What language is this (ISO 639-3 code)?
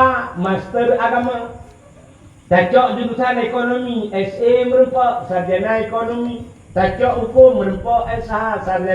ace